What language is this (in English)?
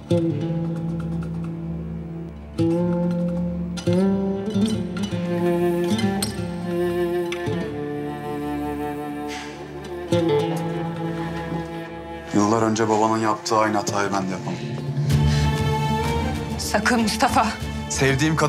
Turkish